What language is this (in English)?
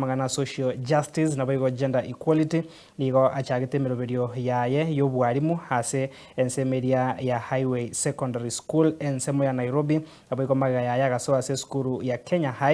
Gusii